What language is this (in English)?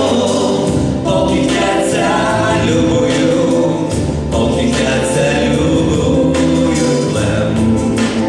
Rusyn